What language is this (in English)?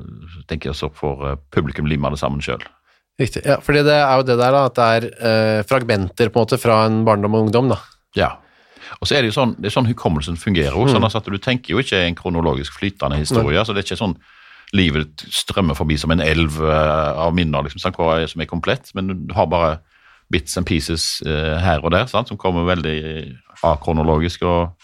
Norwegian